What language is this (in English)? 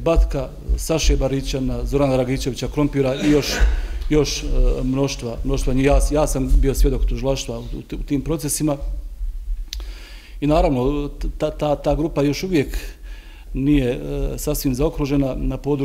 Bosnian